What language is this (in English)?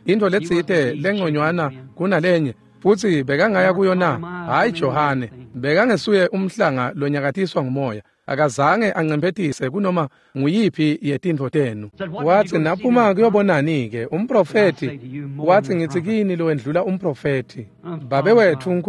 Swati